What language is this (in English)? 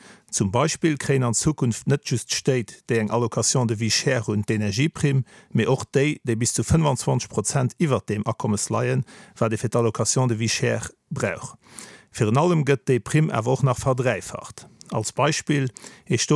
Luxembourgish